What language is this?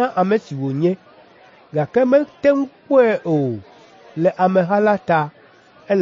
Ewe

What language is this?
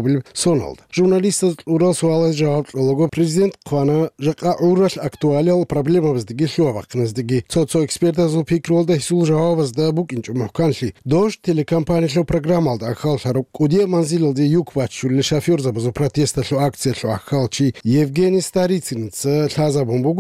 Avaric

